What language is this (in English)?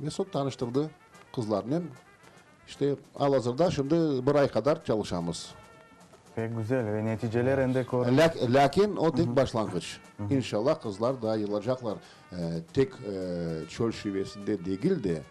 Crimean Tatar